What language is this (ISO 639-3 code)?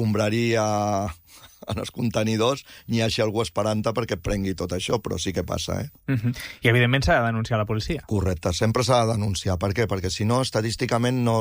cat